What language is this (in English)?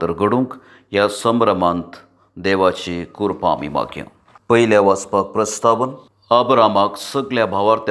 Konkani